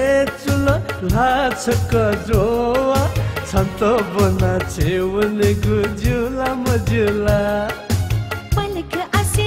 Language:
Newari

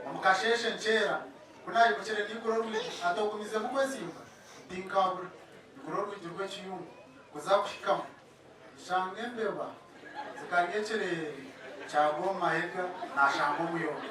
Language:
Nyankole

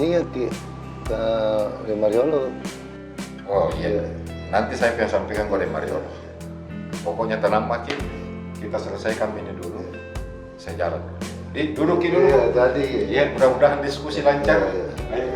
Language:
Makassar Malay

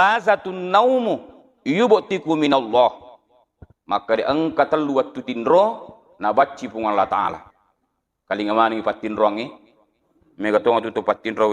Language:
Buginese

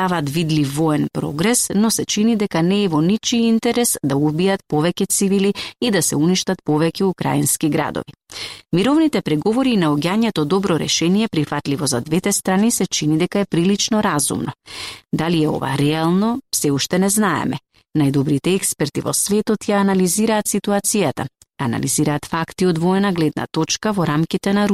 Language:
Macedonian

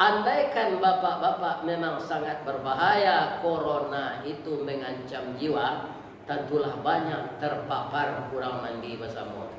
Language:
Minangkabau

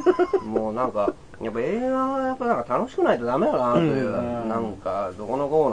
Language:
Japanese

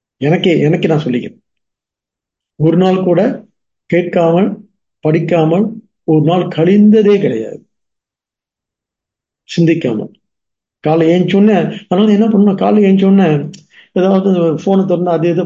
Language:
Tamil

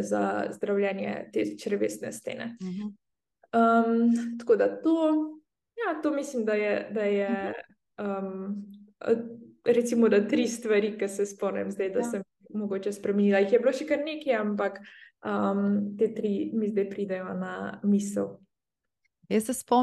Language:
Slovenian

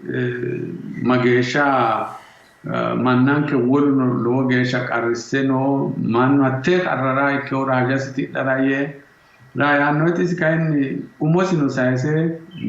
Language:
Sidamo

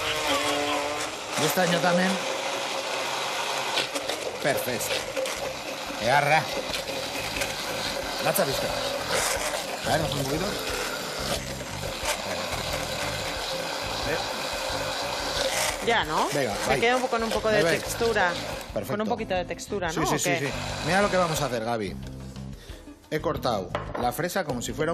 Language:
Spanish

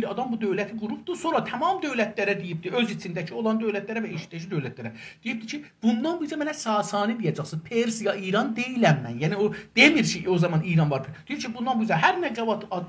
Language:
South Azerbaijani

